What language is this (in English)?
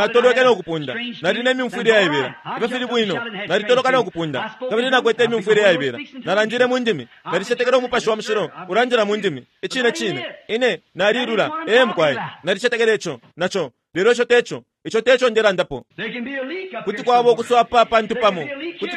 Bemba